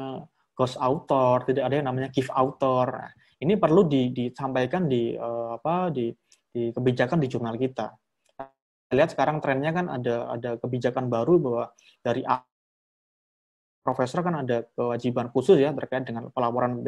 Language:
Indonesian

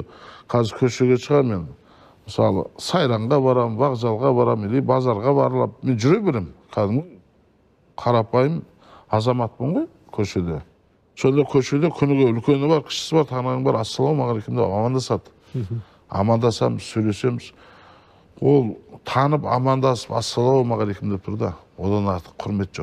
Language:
Kazakh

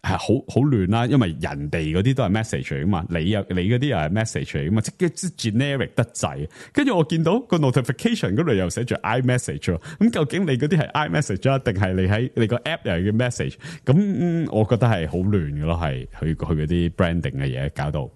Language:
Cantonese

